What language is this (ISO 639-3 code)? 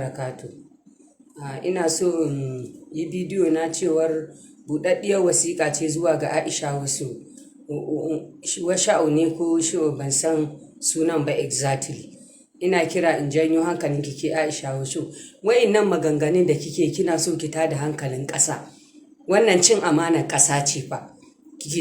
hau